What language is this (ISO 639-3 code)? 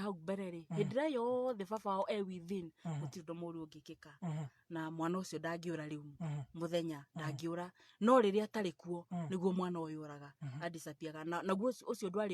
kik